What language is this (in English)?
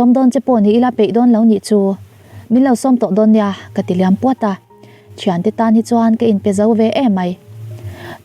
Mizo